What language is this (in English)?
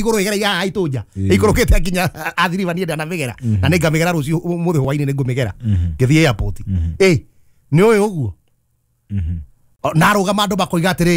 Kikuyu